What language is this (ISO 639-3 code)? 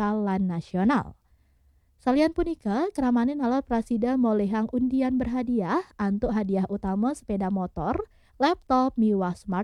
ban